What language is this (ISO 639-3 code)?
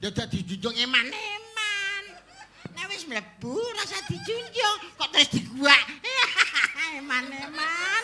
jav